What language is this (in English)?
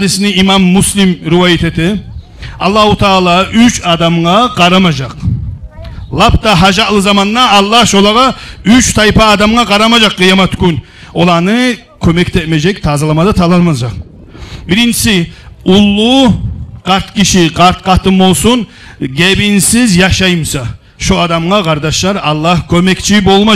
Kumyk